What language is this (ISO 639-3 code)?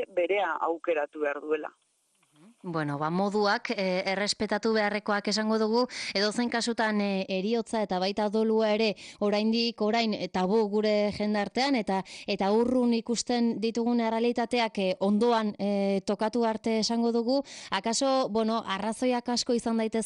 eus